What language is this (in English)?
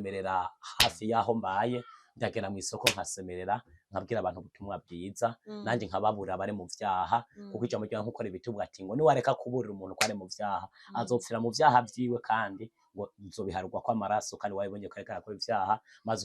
Rundi